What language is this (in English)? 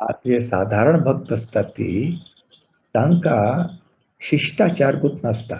Konkani